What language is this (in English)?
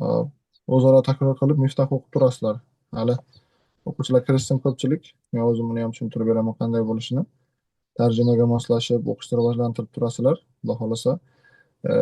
Uzbek